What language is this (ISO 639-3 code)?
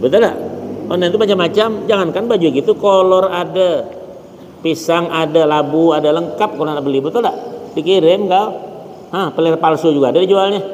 bjn